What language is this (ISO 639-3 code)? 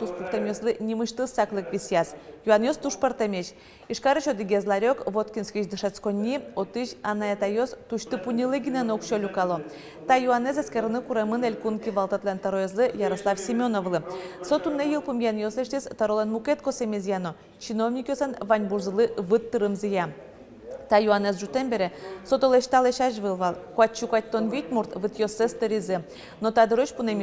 udm